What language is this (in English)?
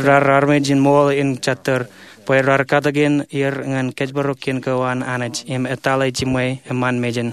Marshallese